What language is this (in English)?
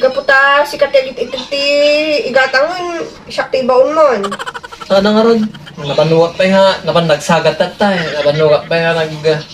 Iloko